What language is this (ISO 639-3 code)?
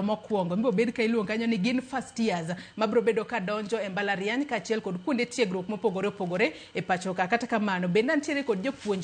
luo